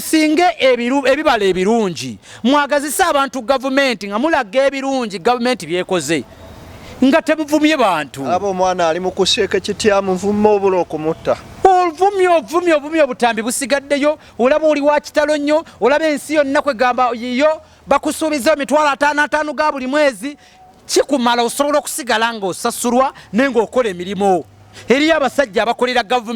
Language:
Ganda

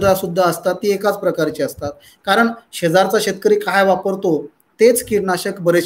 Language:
Marathi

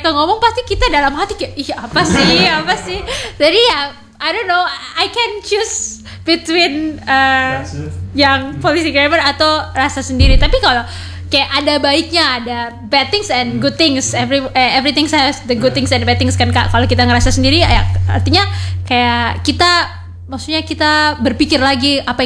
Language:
Indonesian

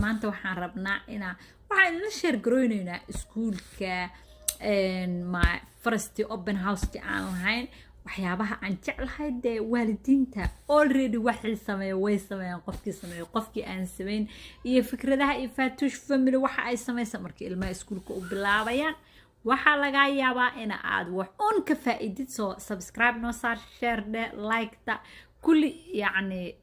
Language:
Somali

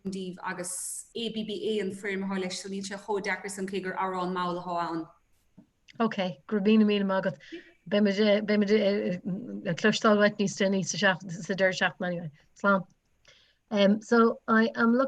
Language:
Irish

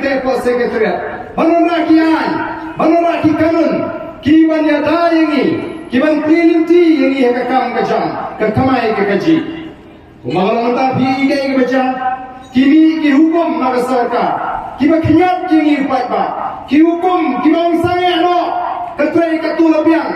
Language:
Khasi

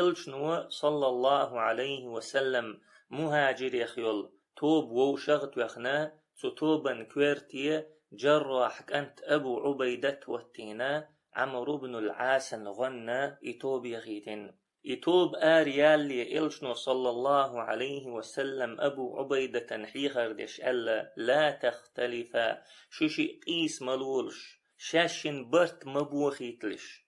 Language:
Chechen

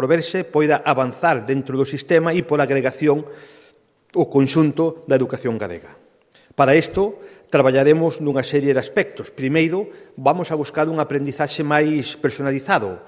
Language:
Galician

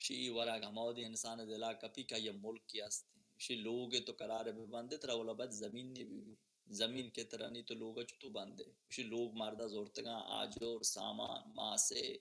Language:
Baluchi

